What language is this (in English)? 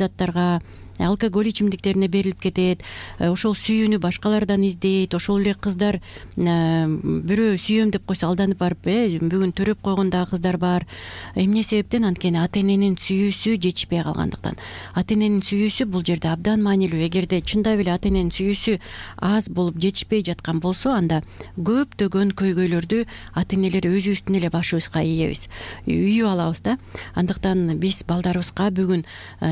Kyrgyz